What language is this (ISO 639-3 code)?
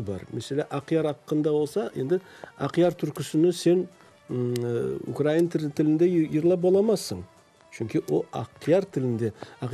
crh